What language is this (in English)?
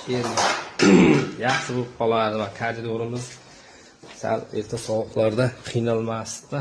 Uzbek